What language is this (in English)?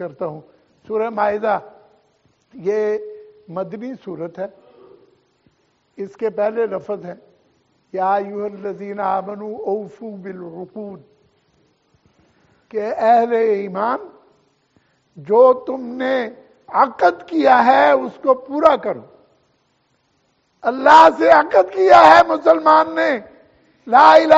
Urdu